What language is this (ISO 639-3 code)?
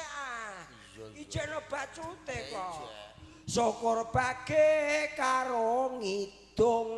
jav